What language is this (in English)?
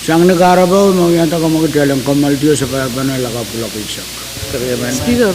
Pohnpeian